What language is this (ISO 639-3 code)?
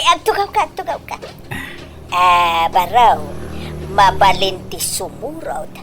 ilo